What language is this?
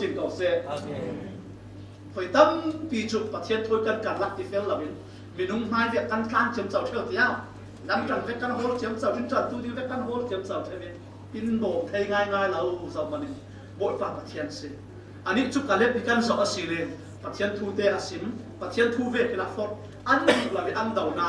Falam Chin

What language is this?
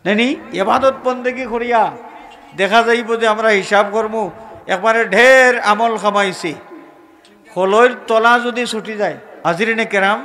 Sylheti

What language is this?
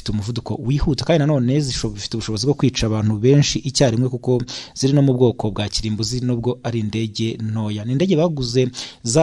Kinyarwanda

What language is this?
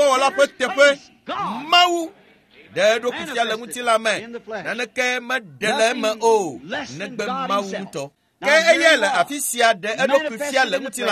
Ewe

